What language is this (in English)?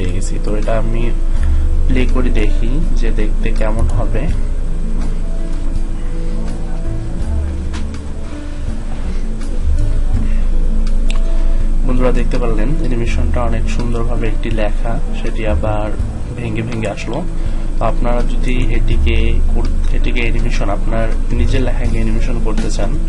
Bangla